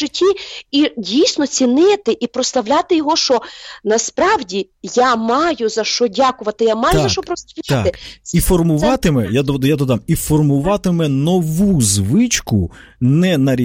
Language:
Ukrainian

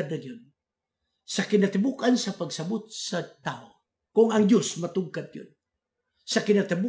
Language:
Cebuano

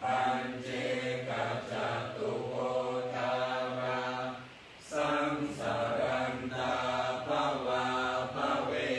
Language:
Pali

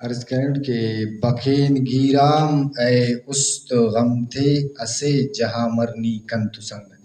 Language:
Brahui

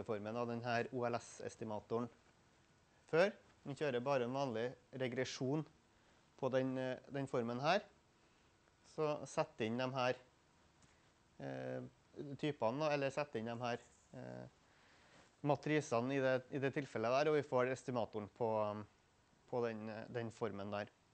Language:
Norwegian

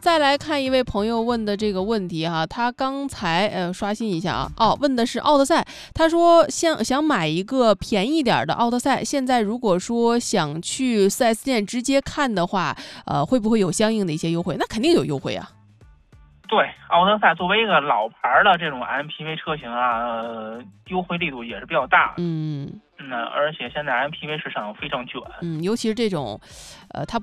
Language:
Chinese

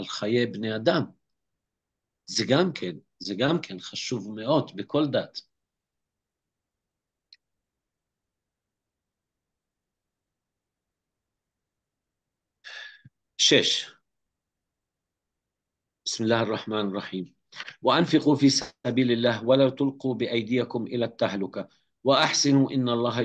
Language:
Hebrew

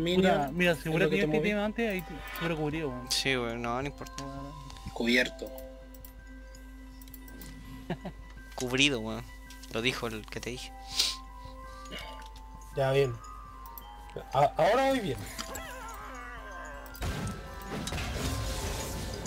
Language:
Spanish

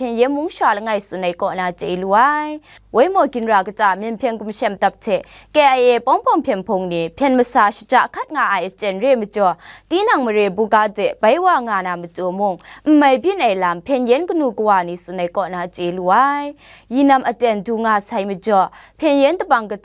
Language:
Kachin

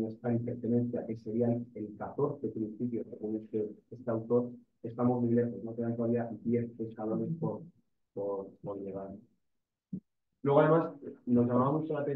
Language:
Spanish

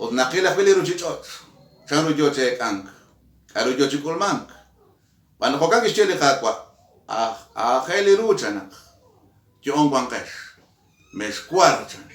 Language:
Kekchí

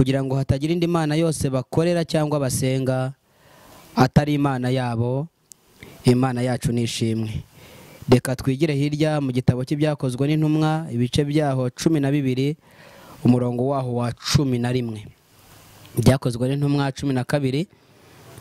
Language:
Kinyarwanda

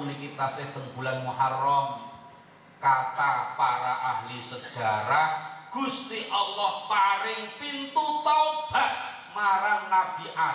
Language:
Javanese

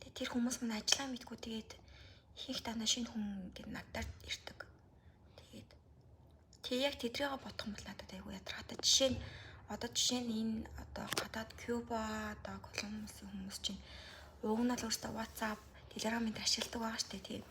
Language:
Mongolian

